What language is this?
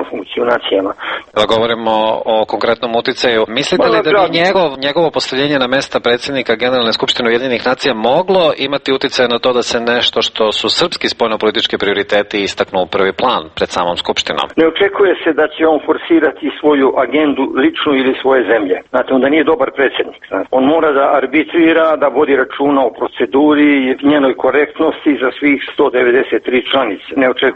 Serbian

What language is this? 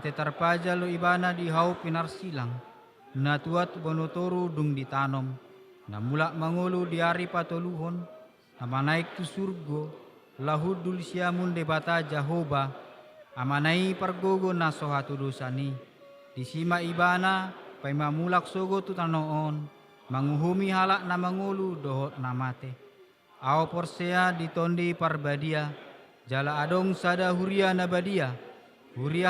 Batak Toba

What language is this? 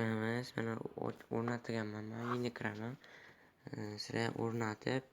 Uzbek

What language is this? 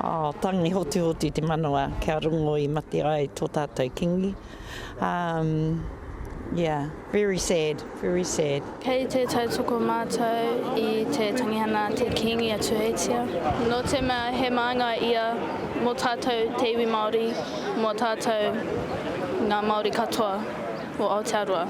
Māori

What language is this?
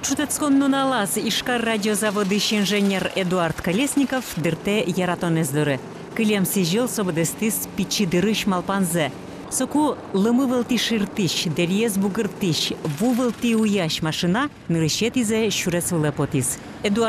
Udmurt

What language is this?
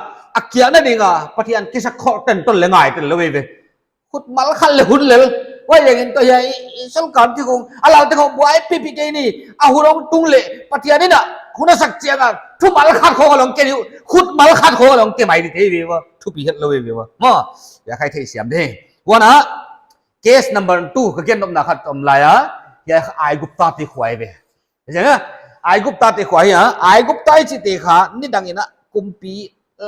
Paite Chin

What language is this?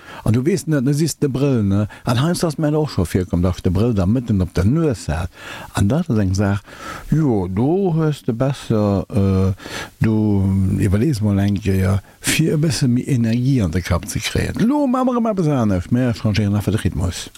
Luxembourgish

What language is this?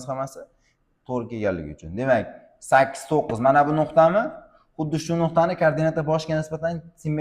Uzbek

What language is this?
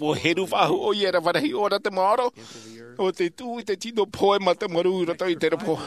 Tahitian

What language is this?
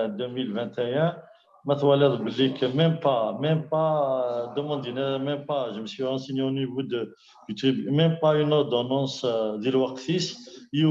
Kabyle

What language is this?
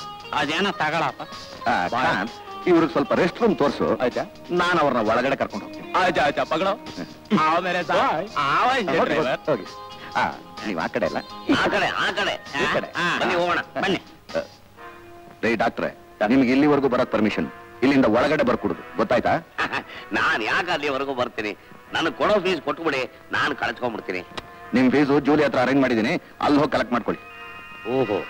Kannada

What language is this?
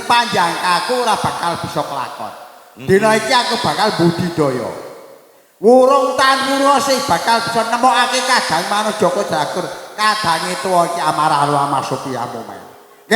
Javanese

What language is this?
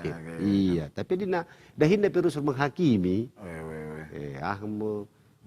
Batak Karo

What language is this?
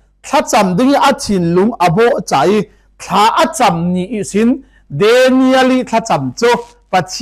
Falam Chin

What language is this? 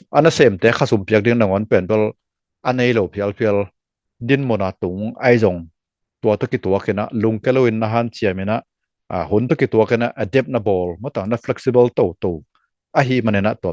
Tedim Chin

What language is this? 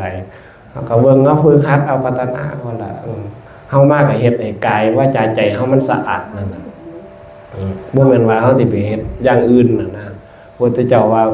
Northeastern Thai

